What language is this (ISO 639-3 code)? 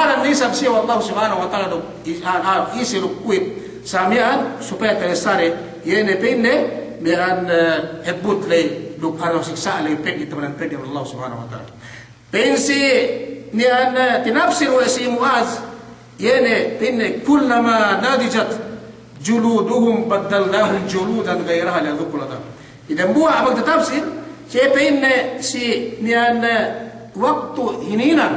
yka